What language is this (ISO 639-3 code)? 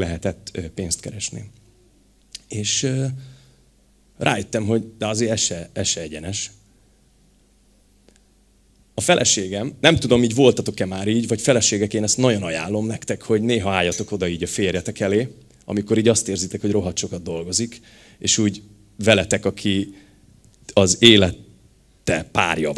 hun